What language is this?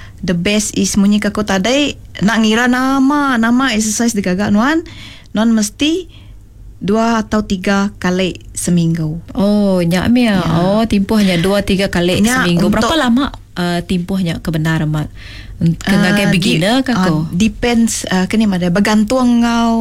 Iban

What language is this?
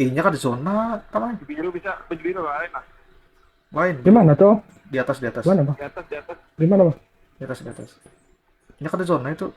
Banjar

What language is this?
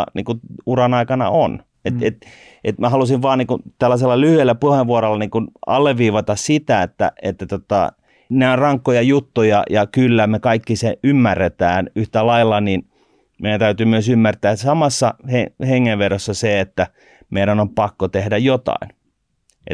Finnish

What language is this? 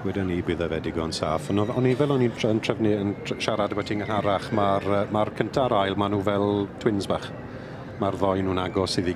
Welsh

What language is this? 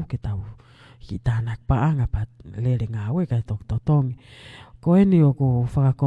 Tongan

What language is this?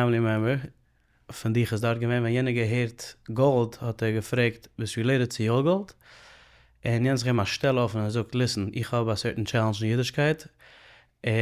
Yiddish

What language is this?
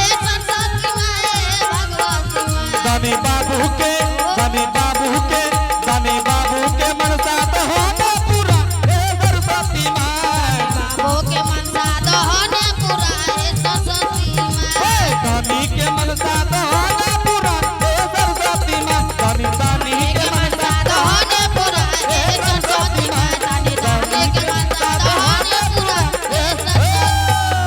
Angika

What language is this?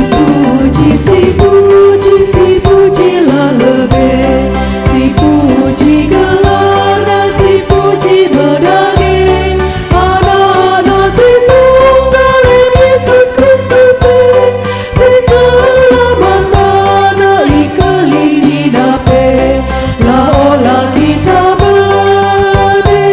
Batak Karo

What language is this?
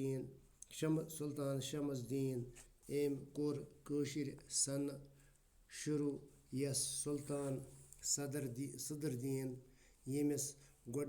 Kashmiri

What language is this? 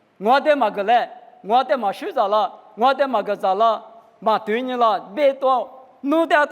Lisu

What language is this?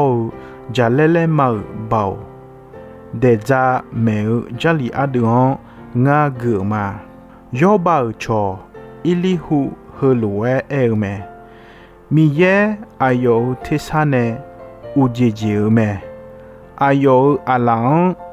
Akha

